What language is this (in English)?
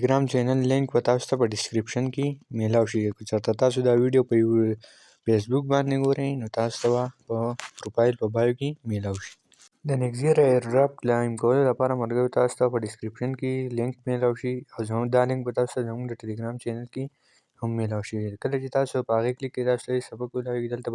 Pashto